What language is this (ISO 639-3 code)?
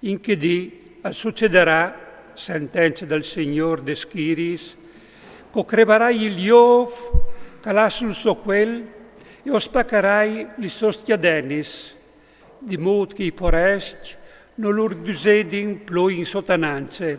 fur